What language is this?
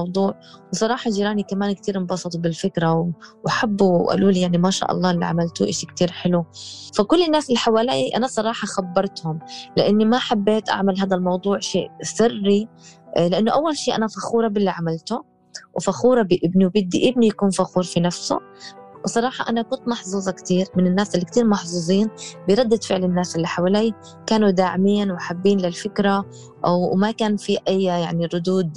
North Levantine Arabic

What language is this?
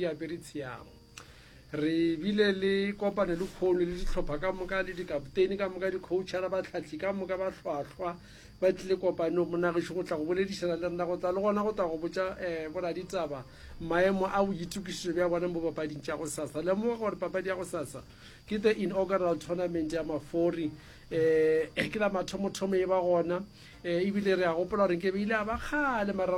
Northern Sotho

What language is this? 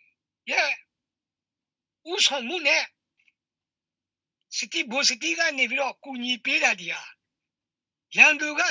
Burmese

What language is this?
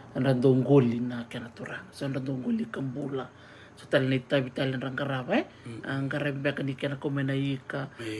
Fijian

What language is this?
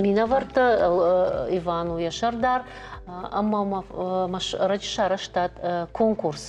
Ossetic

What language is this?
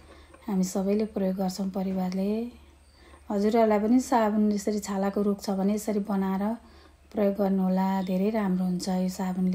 Nepali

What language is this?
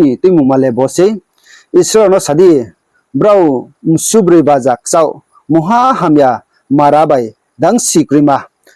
Riang (India)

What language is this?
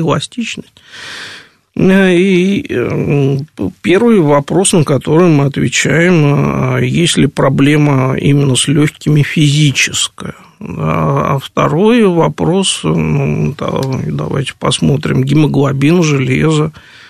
Russian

